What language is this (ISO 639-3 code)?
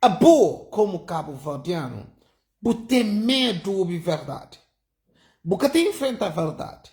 kea